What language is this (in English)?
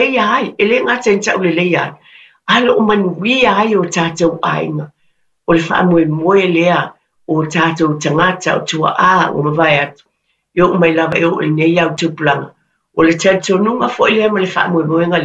Samoan